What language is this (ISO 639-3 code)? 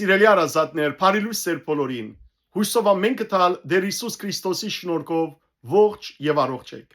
hyw